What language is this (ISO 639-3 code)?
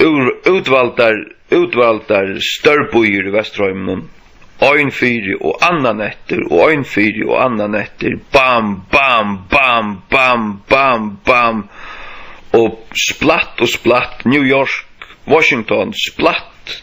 fao